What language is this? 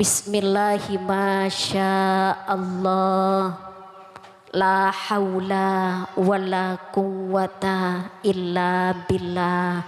Madurese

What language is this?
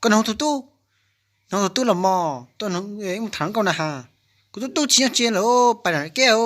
Hmong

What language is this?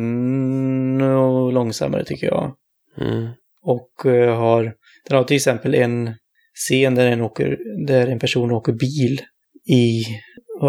Swedish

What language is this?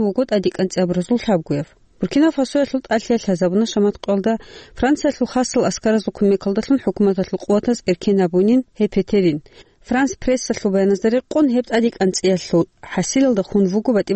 Avaric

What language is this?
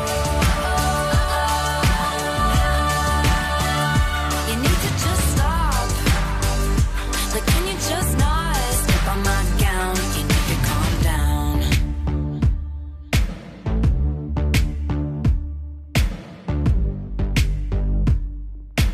English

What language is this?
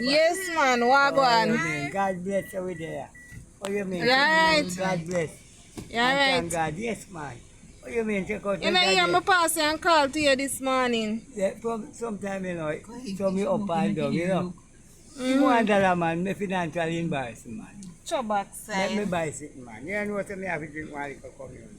Jamaican Creole English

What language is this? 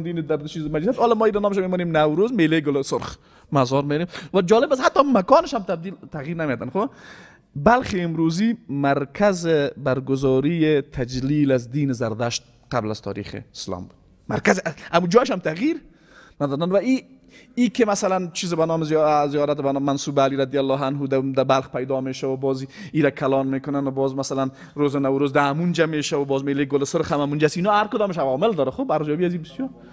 Persian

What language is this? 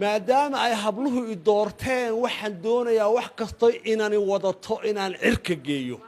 Somali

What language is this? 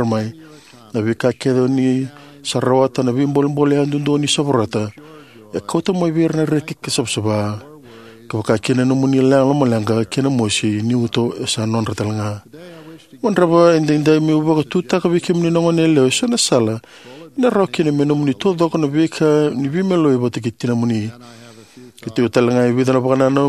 Fijian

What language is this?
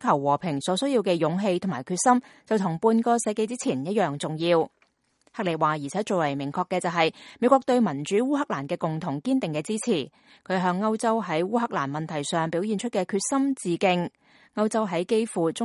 Cantonese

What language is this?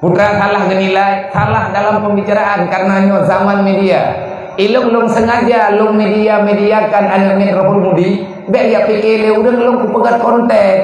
Achinese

